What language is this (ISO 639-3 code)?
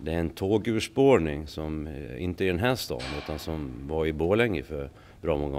swe